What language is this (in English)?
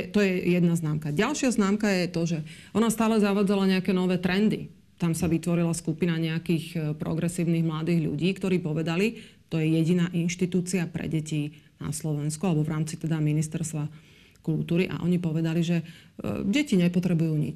Slovak